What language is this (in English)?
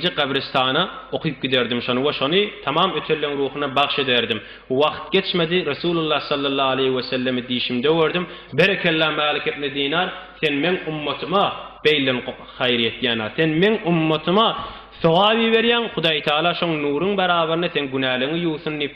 Turkmen